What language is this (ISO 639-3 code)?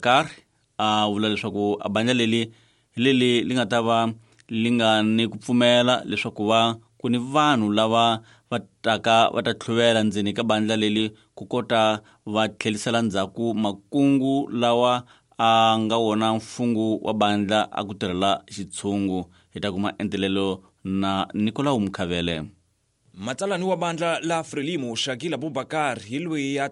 tso